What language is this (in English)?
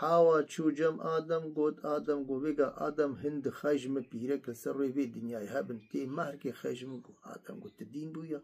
Kurdish